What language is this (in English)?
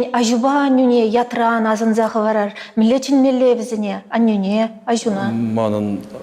Chuvash